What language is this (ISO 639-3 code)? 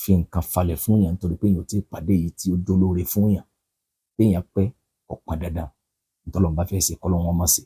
yor